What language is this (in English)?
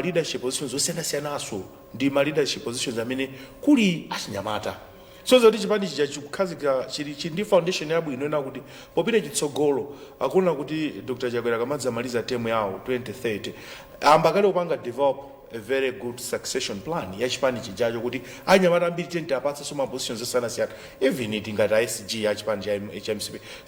Nyanja